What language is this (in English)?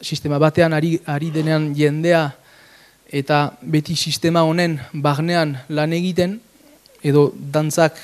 Basque